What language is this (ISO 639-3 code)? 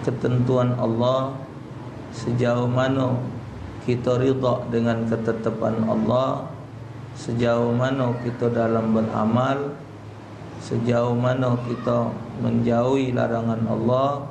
mui